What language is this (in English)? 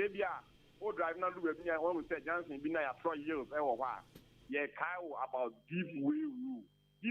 Akan